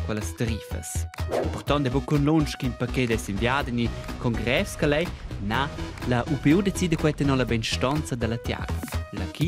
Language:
Romansh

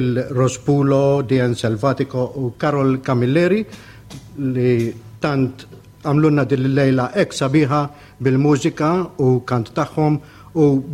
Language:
Maltese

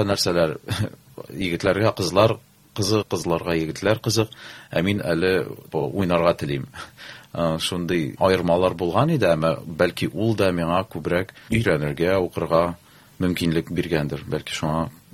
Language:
Tatar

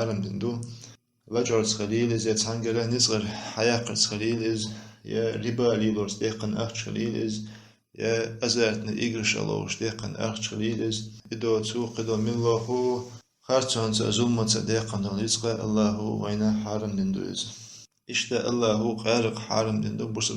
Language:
Chechen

